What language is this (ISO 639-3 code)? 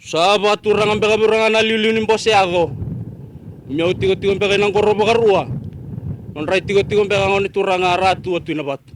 fij